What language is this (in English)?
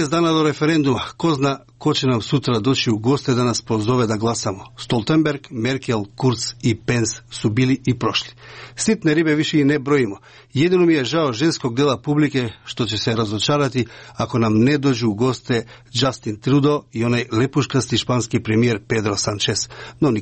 Serbian